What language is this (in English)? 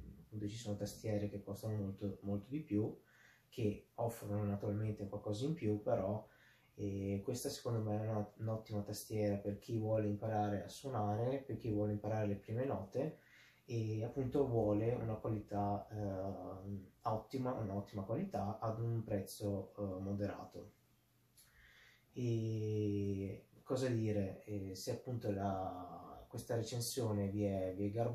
Italian